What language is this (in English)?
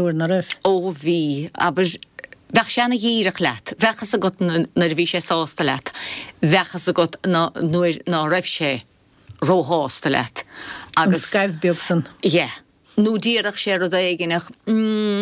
Irish